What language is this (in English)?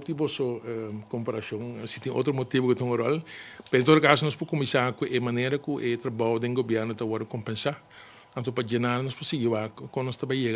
Papiamento